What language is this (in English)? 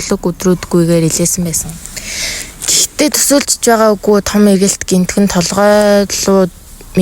Mongolian